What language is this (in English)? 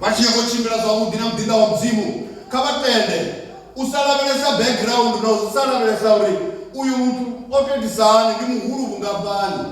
Venda